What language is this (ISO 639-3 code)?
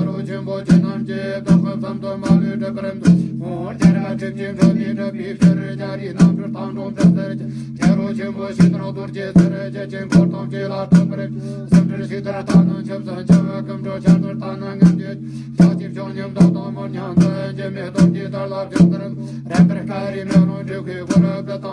bod